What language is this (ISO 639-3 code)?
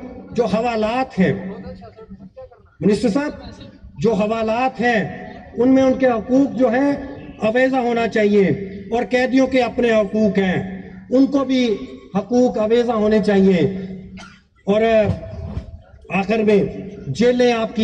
urd